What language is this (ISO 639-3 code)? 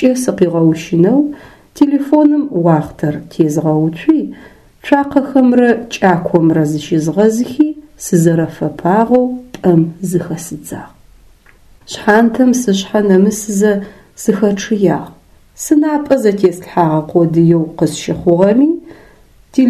ady